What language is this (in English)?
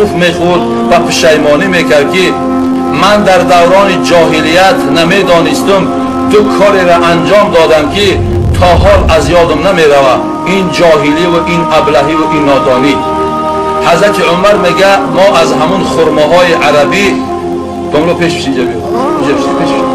Tajik